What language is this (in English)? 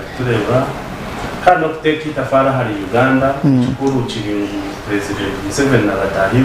Nyankole